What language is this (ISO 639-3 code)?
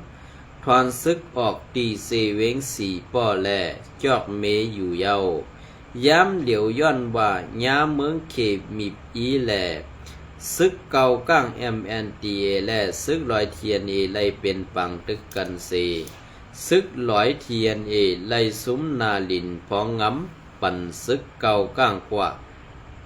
shn